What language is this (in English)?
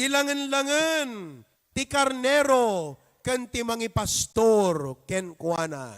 Iloko